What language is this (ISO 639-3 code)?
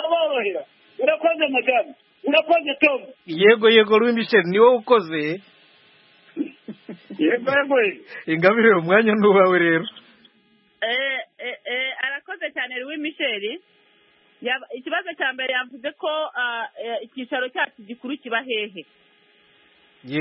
kin